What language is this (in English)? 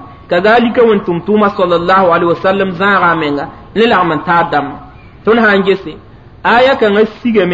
Mossi